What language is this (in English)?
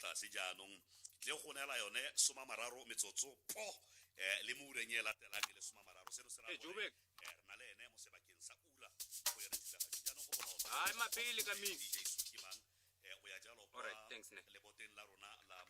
Tswana